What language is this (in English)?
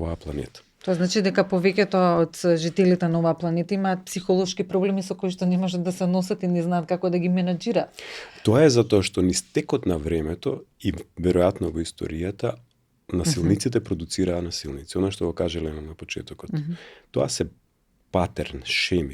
Macedonian